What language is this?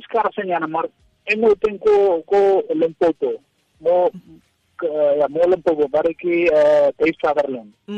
Tswana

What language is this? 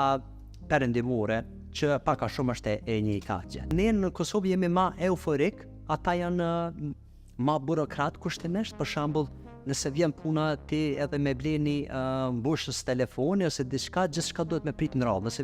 Albanian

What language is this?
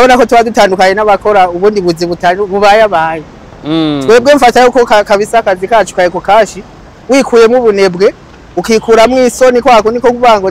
Rundi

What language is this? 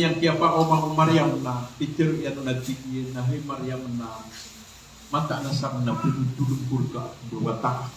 Maranao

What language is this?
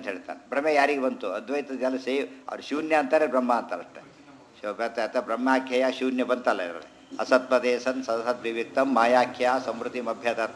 Kannada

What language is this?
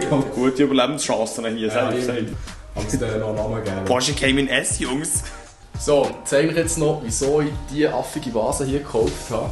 Swiss German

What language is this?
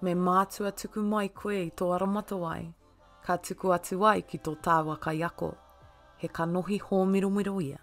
Māori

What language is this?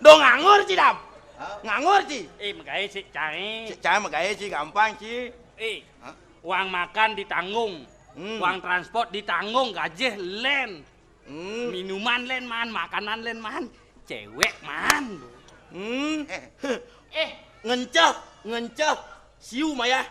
Balinese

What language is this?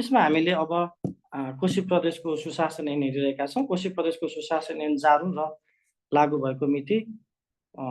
Nepali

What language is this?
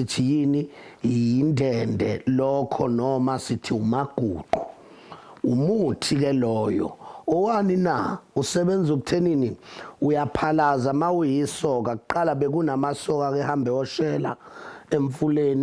Zulu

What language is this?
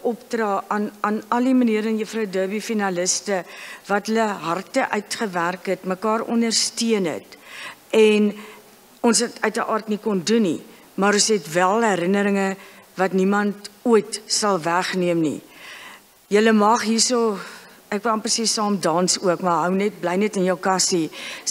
Afrikaans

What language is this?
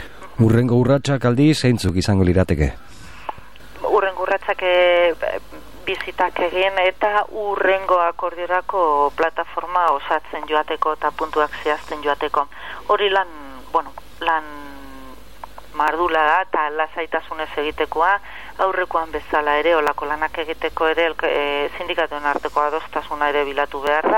Basque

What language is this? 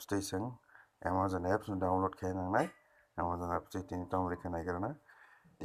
Kok Borok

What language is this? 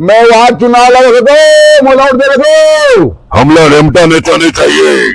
Chhattisgarhi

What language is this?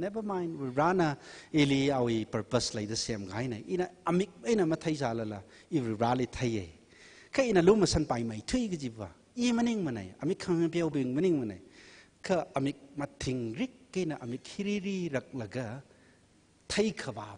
Tangkhul Naga (India)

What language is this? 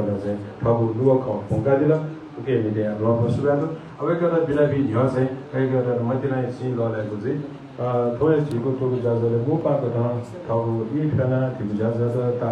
Newari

